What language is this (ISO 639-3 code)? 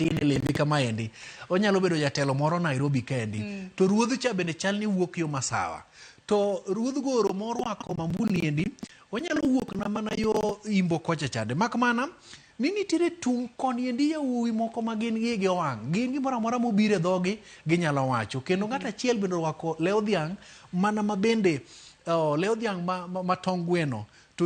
luo